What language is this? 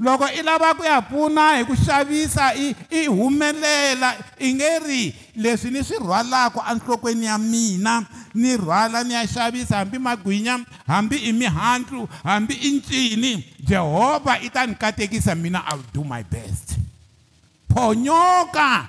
Tsonga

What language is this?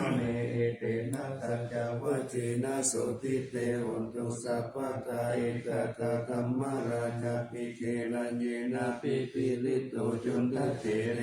Pali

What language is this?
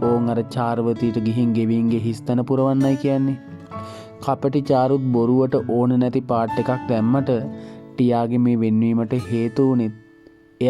Sinhala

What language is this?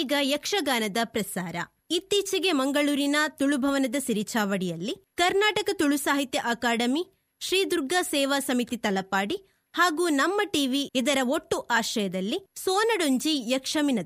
Tulu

